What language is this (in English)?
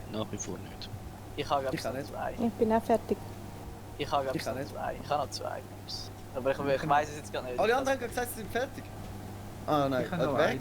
Swiss German